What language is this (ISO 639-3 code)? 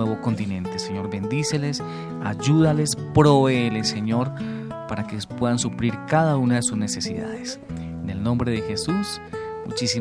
spa